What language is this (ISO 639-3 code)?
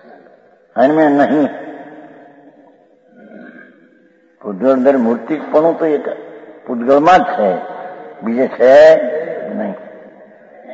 guj